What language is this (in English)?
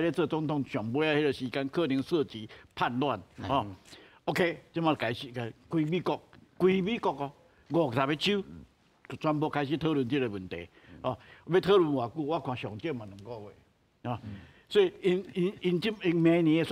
Min Nan Chinese